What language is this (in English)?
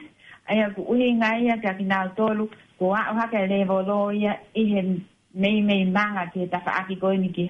Tongan